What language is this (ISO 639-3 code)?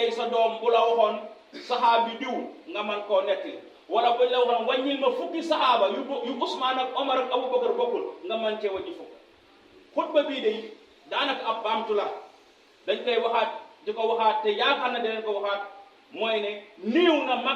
wol